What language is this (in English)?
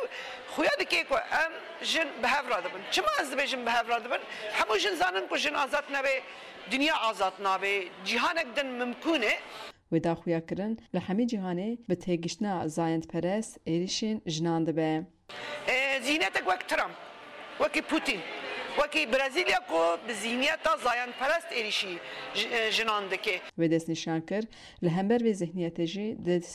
Kurdish